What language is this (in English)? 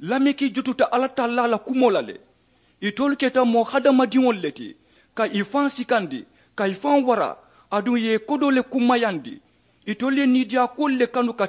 Mandingo